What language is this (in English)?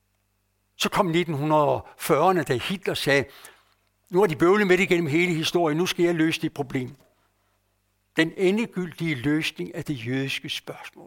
Danish